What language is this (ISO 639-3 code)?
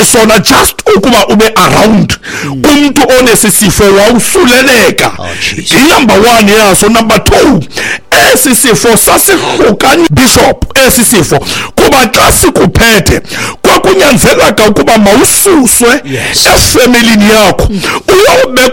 xho